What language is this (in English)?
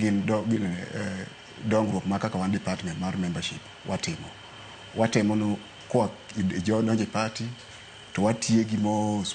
Luo (Kenya and Tanzania)